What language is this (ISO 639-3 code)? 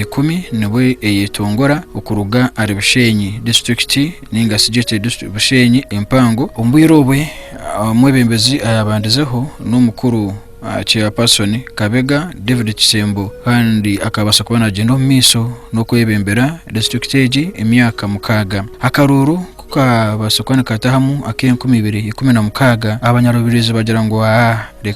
nyn